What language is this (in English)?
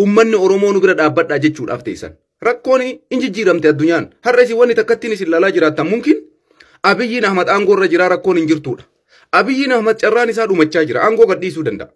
Oromo